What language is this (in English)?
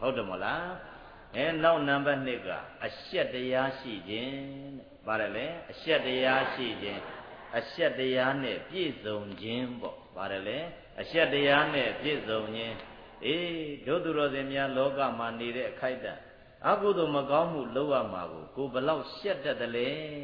Burmese